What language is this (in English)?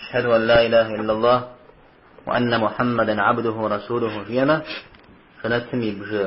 Kabardian